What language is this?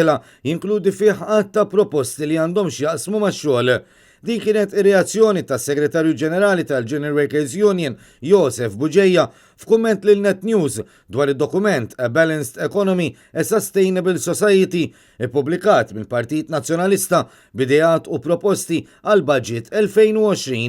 Maltese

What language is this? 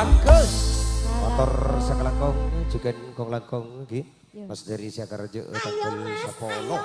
Madurese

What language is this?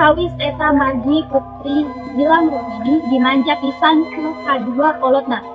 Sundanese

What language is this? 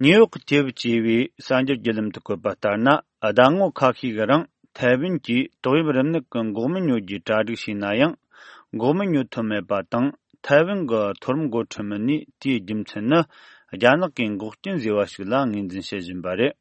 Tibetan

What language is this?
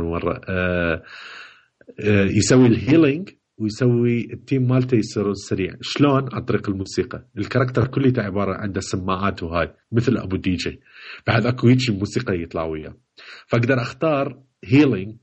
Mesopotamian Arabic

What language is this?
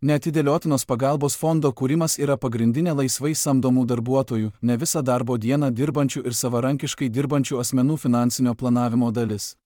Lithuanian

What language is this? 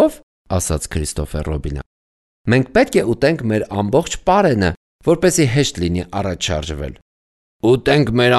Armenian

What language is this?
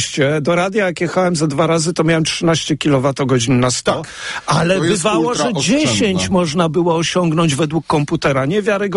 Polish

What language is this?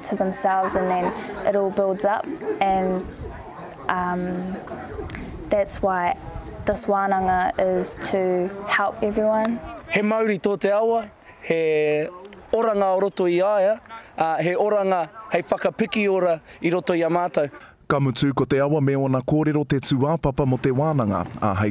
Māori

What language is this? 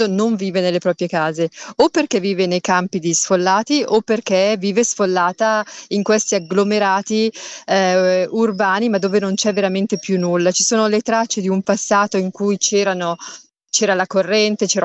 Italian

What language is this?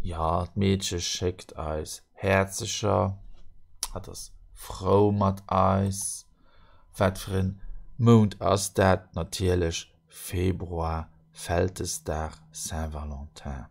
Luxembourgish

